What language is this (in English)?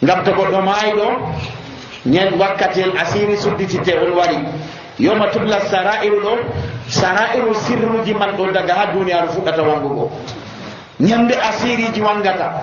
Nigerian Fulfulde